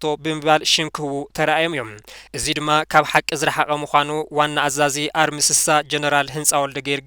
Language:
Tigrinya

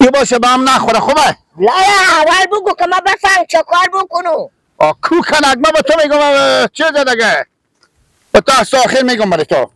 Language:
Persian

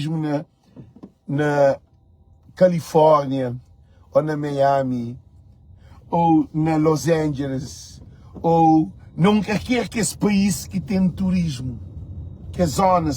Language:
Kabuverdianu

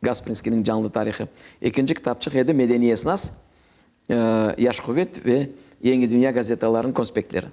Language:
Crimean Tatar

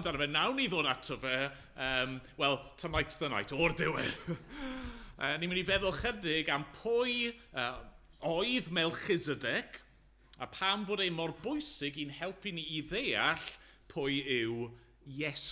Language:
Welsh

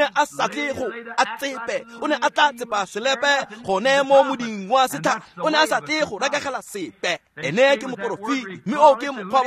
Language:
Tswana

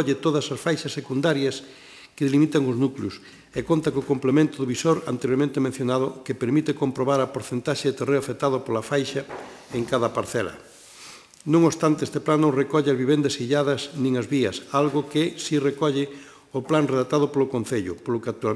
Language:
Galician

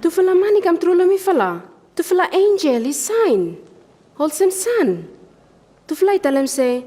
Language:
Bislama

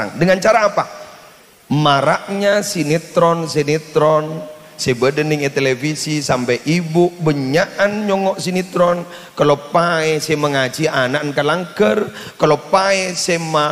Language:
Madurese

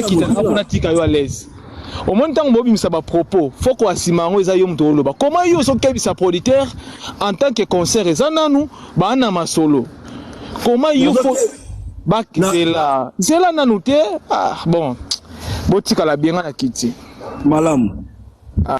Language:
Lingala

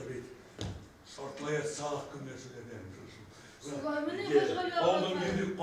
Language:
Bashkir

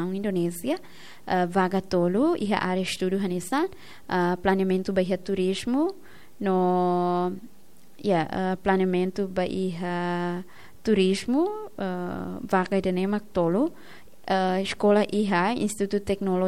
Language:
Tetum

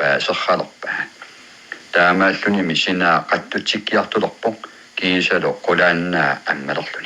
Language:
Kalaallisut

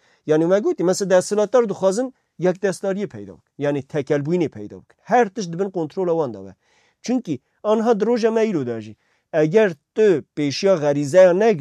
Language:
Kurdish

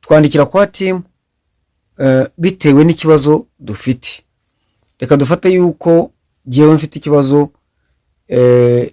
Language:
Kinyarwanda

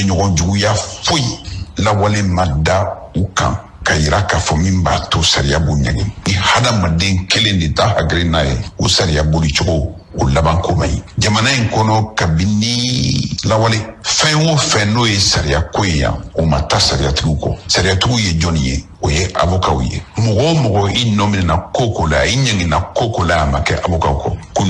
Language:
Bambara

